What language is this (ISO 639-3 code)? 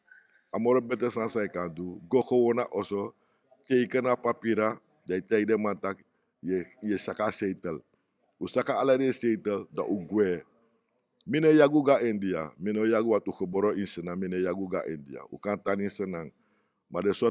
srn